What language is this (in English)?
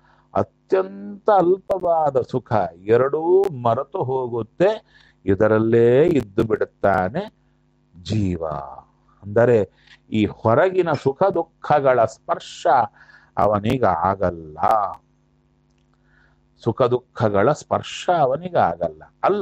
Kannada